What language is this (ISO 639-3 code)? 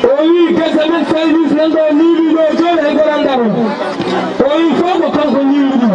ful